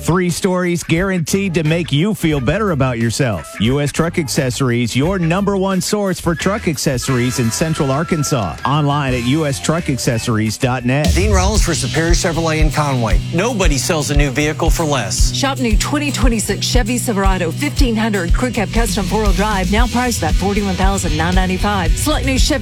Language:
English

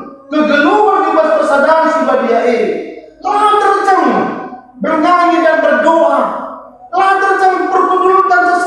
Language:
Batak Karo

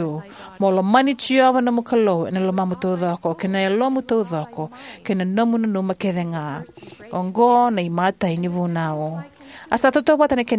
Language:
Fijian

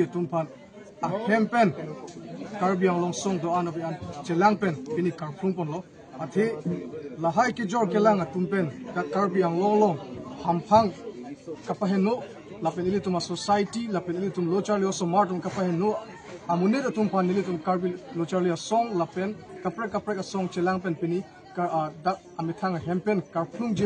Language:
Karbi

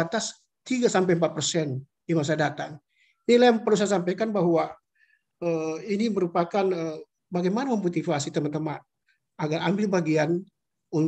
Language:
Indonesian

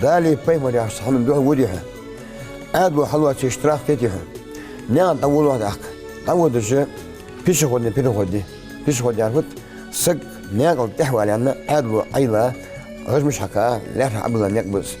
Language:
Ingush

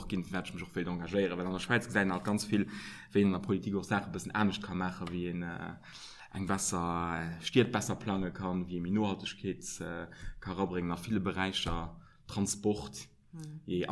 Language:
Luxembourgish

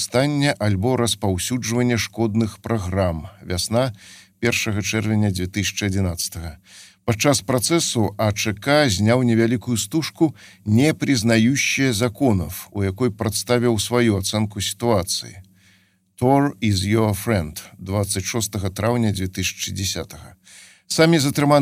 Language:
Belarusian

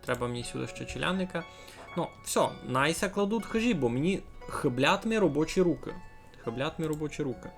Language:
Rusyn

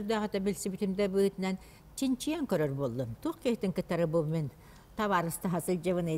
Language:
Yakut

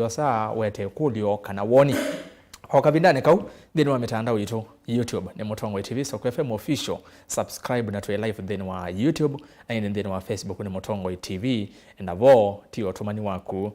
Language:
Kamba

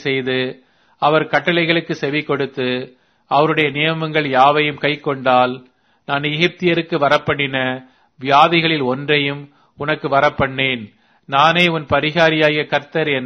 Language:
Tamil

